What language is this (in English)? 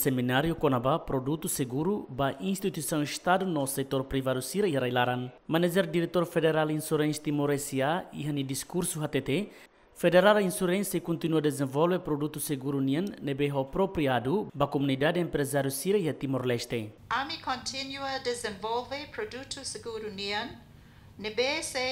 Tetum